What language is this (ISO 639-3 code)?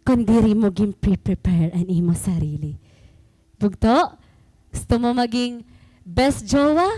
war